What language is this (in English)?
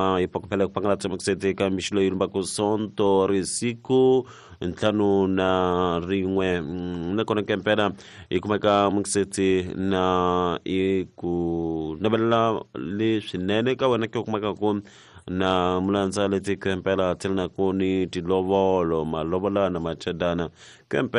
Tsonga